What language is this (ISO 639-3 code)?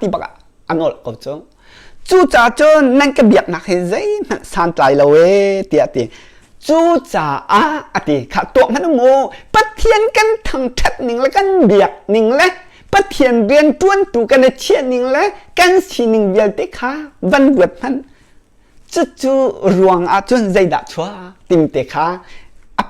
cnh